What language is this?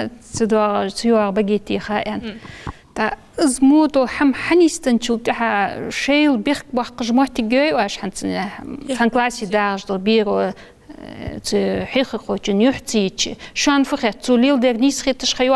Ingush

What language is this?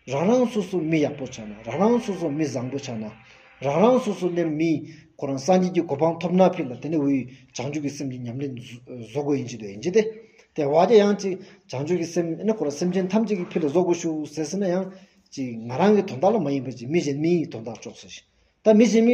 Stod Bhoti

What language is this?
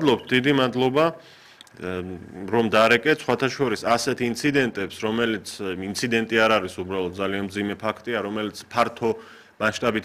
Georgian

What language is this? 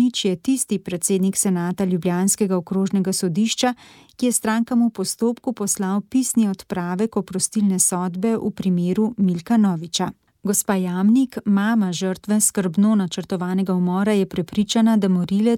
Slovenian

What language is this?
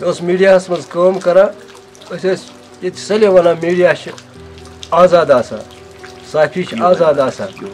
Kashmiri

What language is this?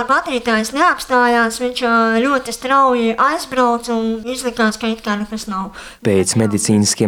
Latvian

